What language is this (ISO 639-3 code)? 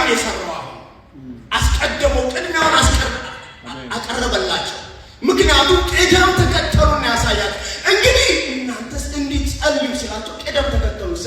amh